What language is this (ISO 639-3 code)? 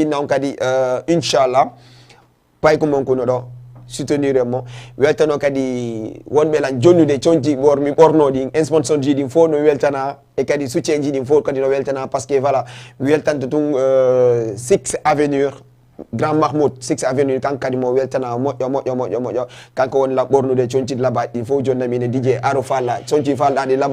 ful